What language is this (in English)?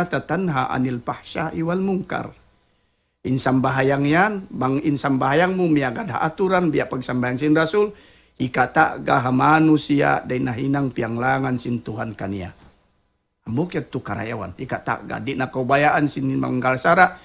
Tausug